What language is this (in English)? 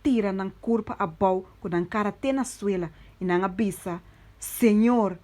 Papiamento